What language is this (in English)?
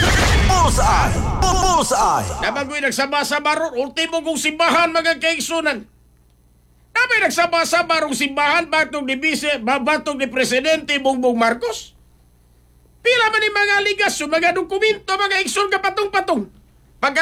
Cebuano